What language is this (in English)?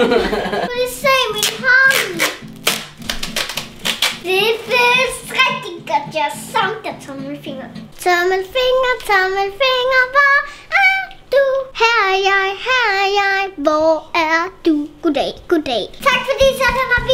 Danish